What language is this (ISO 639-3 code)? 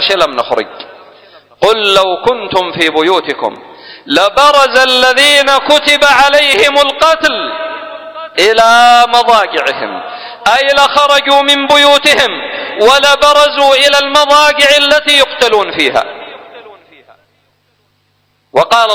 ara